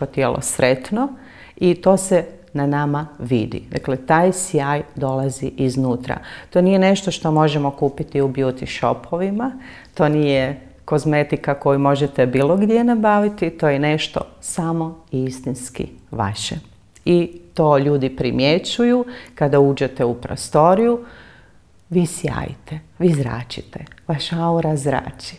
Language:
Croatian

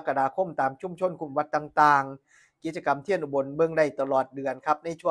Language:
Northeastern Thai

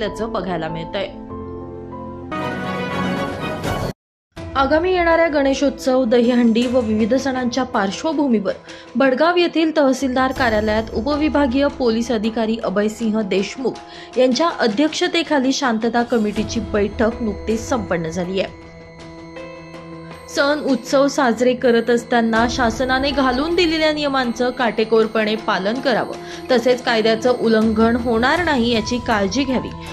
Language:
Marathi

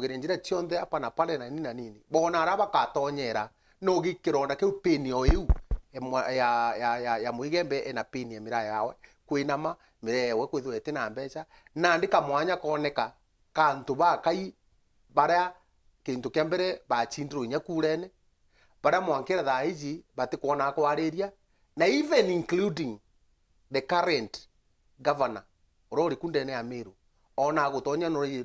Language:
Meru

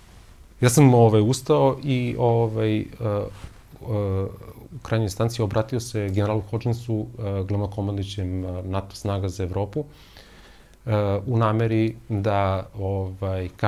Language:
Serbian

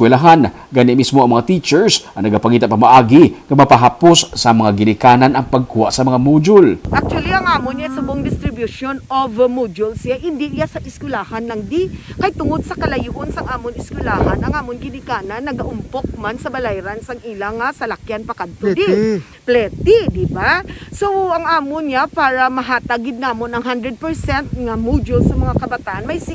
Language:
Hiligaynon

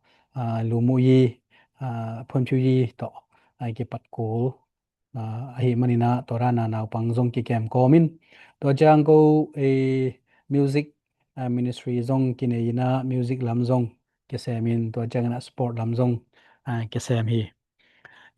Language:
Tedim Chin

